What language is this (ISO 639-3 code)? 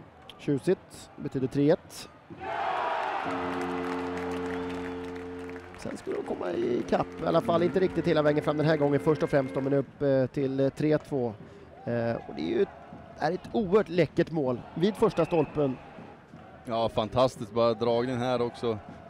swe